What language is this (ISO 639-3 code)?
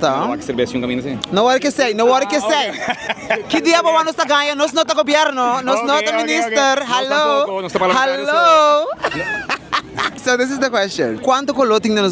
pap